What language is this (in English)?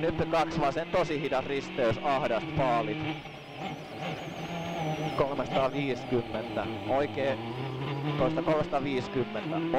Finnish